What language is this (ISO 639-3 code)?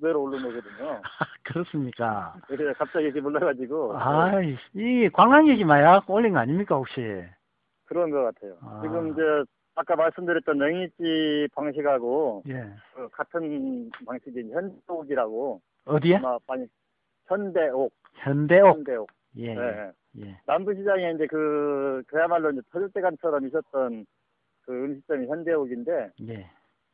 kor